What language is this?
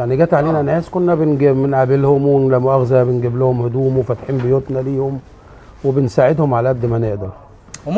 Egyptian Arabic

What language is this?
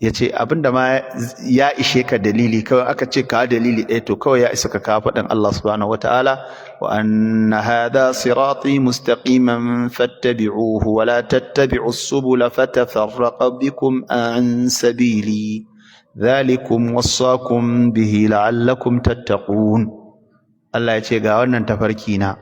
Hausa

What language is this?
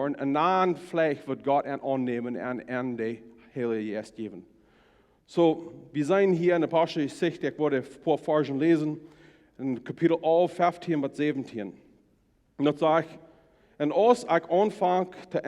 Plautdietsch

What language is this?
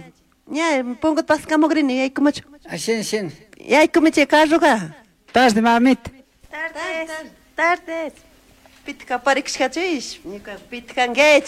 Chimborazo Highland Quichua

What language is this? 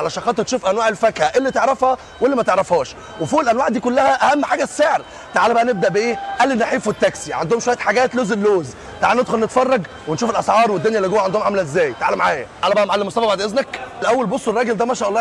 Egyptian Arabic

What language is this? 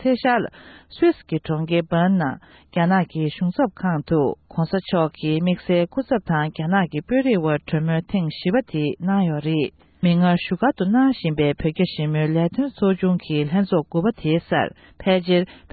Tibetan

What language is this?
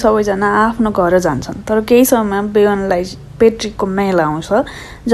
Nepali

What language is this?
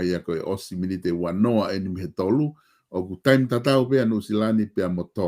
Tongan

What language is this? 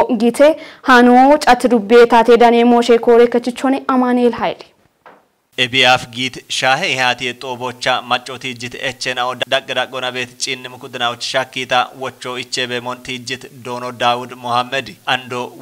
Kafa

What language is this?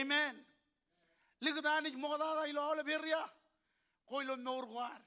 Marshallese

